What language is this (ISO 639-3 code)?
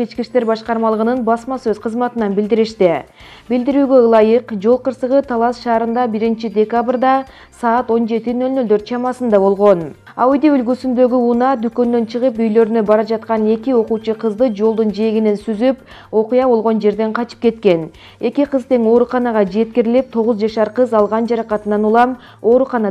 kir